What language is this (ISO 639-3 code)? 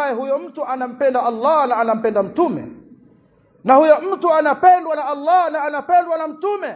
swa